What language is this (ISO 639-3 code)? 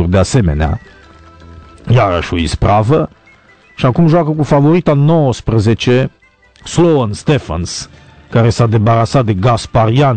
ron